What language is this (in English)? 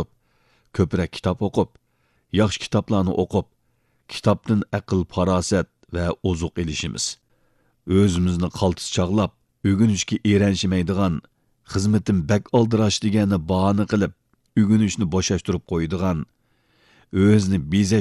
Uyghur